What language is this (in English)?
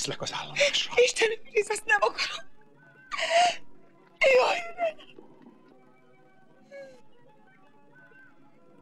Hungarian